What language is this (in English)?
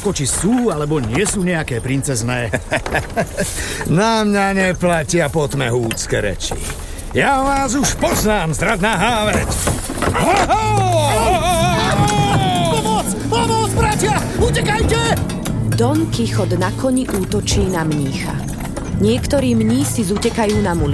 Slovak